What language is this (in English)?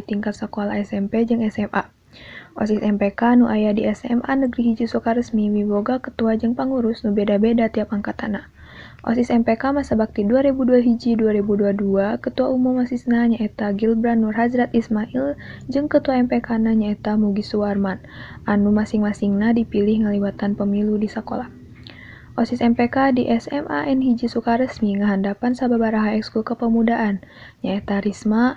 Sundanese